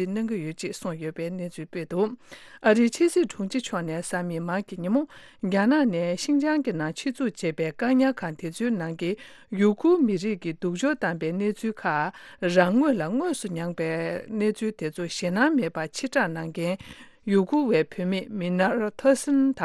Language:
Tibetan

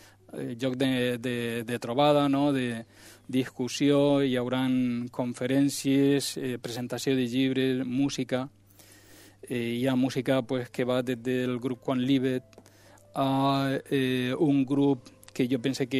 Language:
Catalan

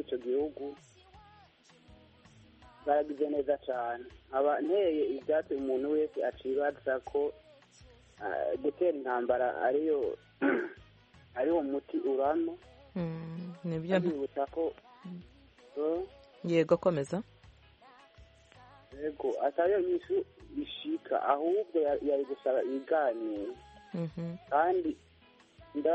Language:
Kinyarwanda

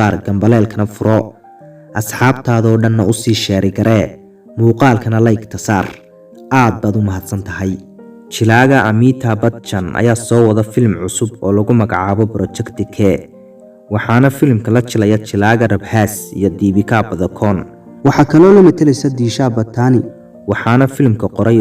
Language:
Somali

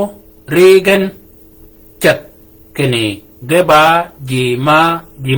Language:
Shilluk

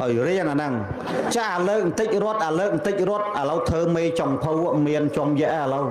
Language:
Khmer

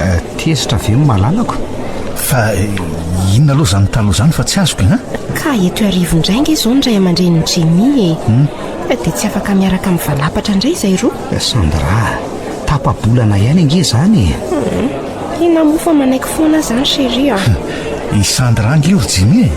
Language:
Malagasy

